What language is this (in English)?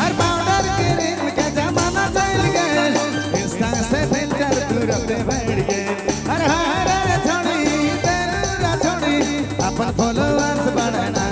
Sadri